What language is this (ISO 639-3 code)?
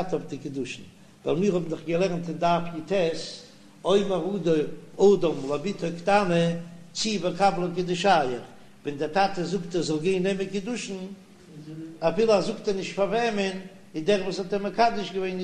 yid